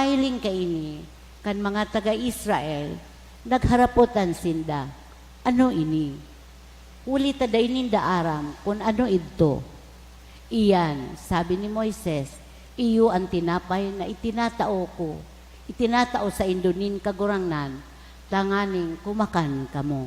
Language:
Bikol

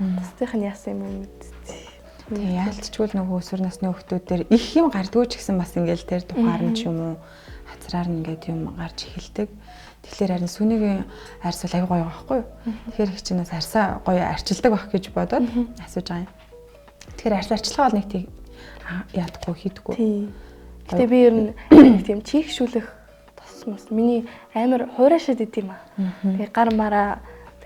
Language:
Mongolian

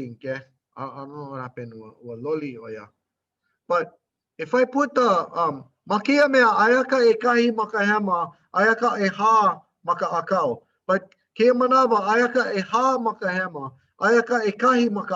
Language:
Hawaiian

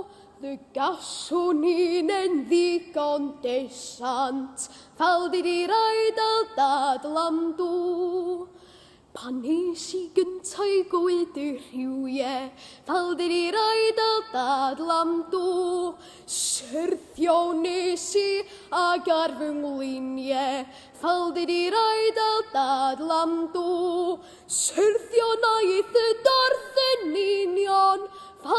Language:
Welsh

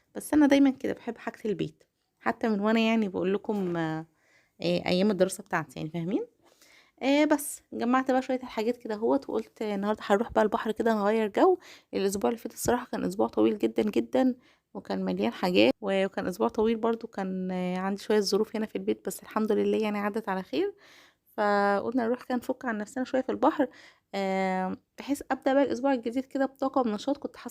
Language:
Egyptian Arabic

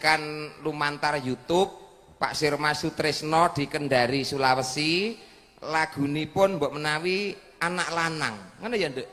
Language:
Javanese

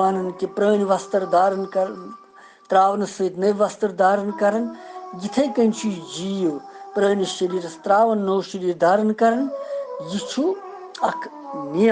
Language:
Kashmiri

